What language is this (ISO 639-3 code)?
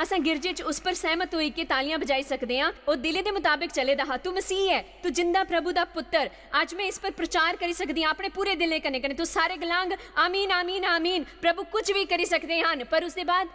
doi